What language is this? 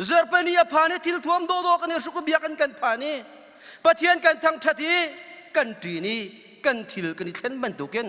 Hakha Chin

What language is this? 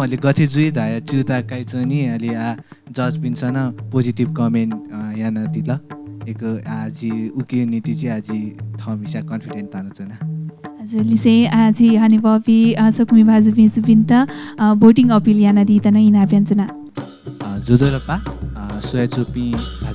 Newari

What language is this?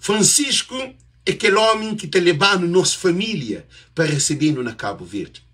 Kabuverdianu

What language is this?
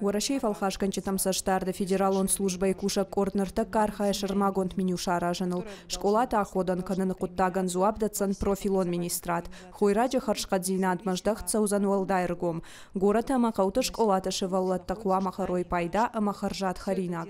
Ossetic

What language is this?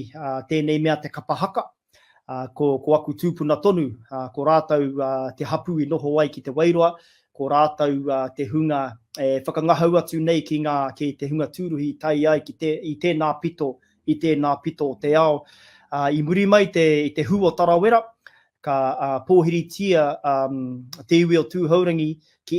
Māori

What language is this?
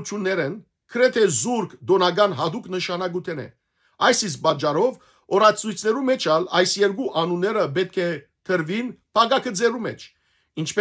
Western Armenian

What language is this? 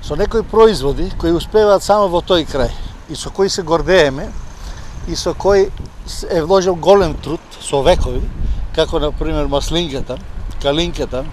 Macedonian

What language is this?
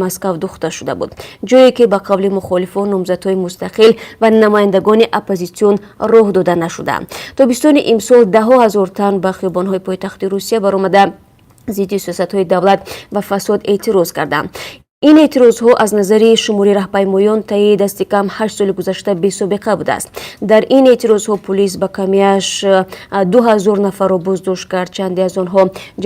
Tajik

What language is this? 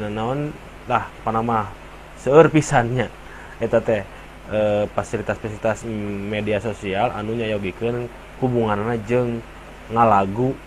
Sundanese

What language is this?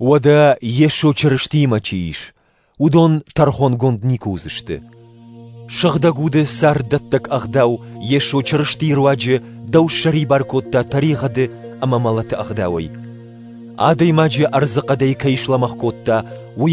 Ossetic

